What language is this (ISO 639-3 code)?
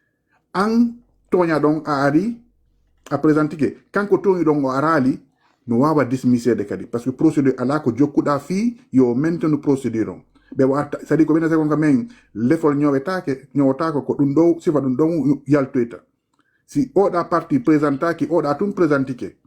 ful